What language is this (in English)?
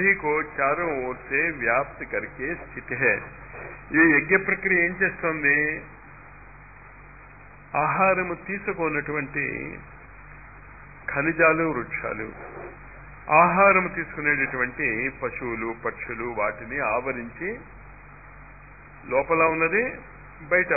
Telugu